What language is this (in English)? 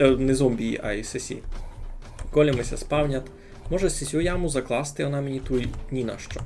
Rusyn